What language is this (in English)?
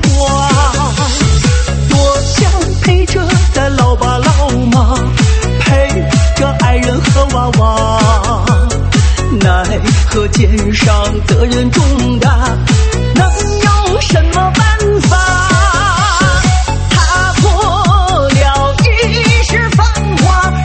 Chinese